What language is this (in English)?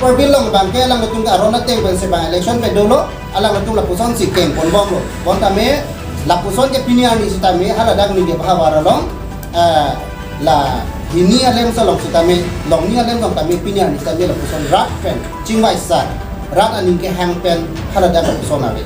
Karbi